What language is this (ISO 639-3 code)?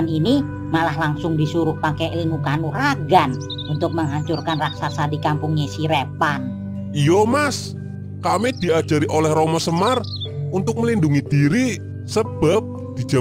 bew